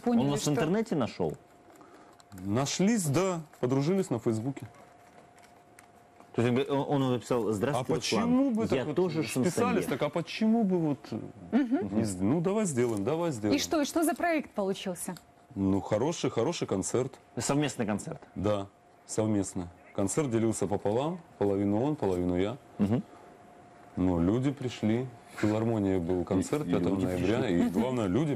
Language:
Russian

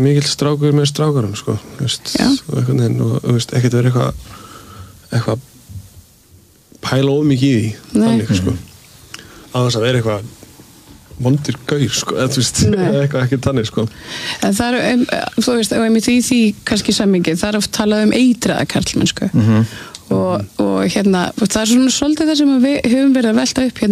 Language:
Icelandic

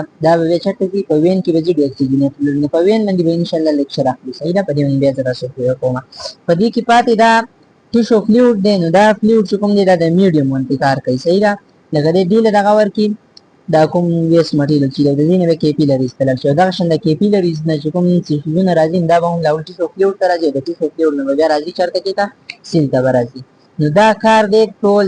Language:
Pashto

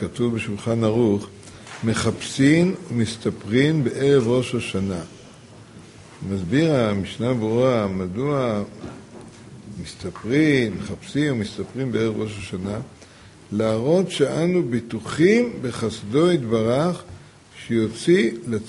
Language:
Hebrew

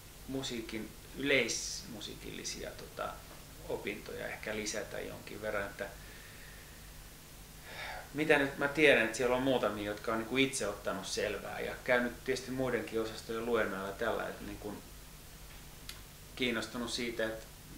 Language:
Finnish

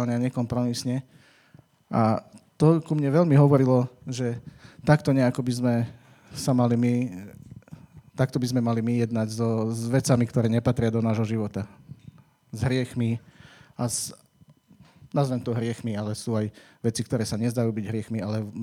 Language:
Slovak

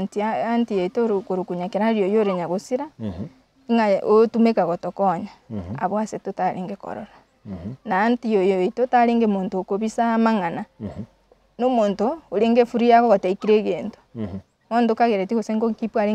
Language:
Gusii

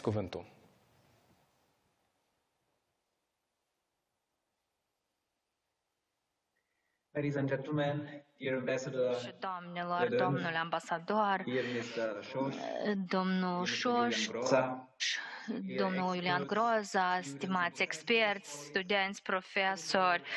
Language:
Romanian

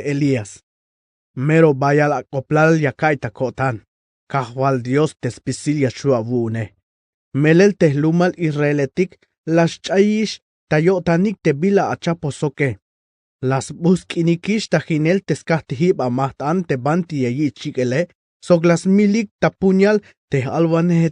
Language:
Tzeltal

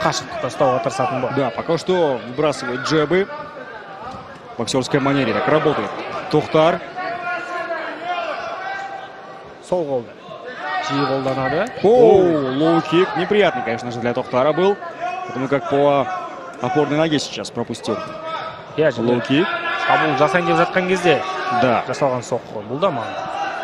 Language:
Kazakh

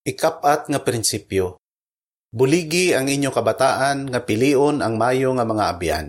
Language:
Hiligaynon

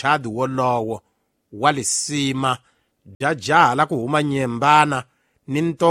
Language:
Tsonga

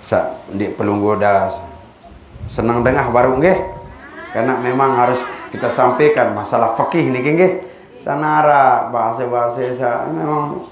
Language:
Sasak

